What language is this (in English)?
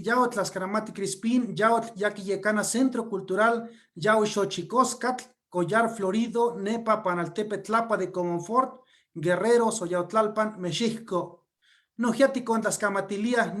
Eastern Huasteca Nahuatl